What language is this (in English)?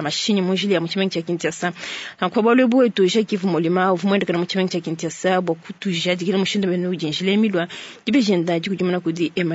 Luba-Lulua